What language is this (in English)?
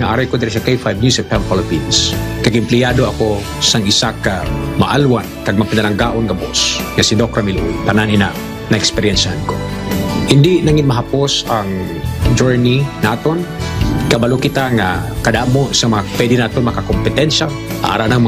Hiligaynon